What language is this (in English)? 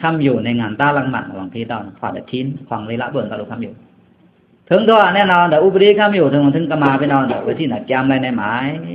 Pa'o Karen